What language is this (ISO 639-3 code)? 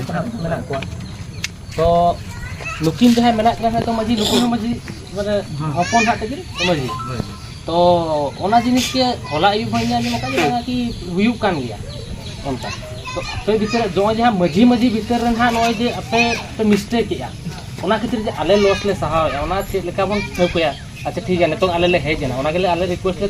sat